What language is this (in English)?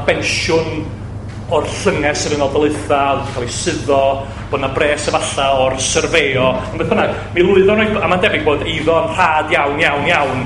Welsh